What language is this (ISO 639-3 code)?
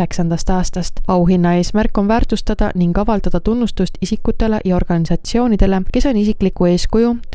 est